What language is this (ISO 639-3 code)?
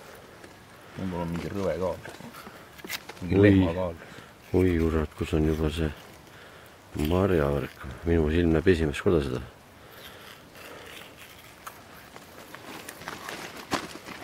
est